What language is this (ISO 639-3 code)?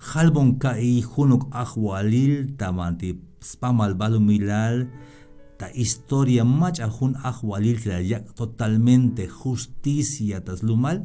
tzh